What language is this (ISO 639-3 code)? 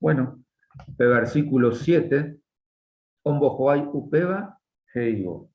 grn